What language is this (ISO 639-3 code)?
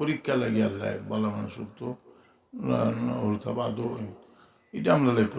syl